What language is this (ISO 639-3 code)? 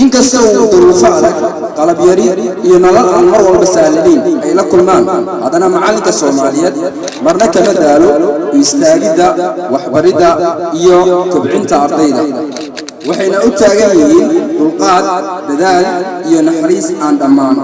som